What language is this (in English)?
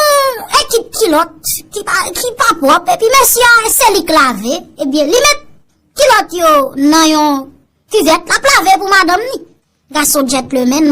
Haitian Creole